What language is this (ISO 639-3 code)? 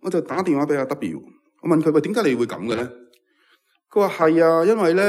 yue